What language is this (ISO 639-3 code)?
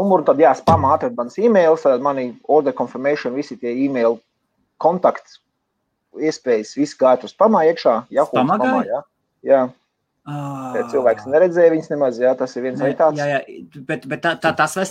lav